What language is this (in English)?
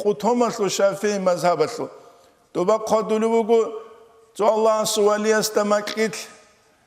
Avaric